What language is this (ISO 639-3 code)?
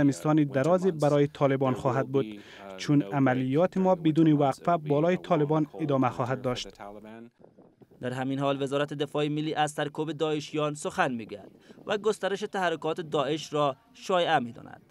fas